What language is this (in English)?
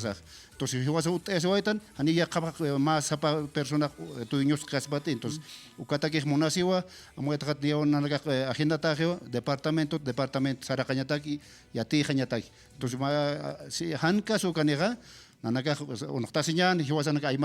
Aymara